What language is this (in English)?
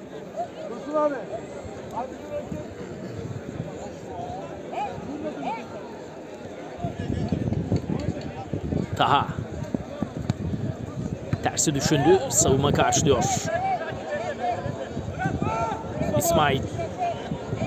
Turkish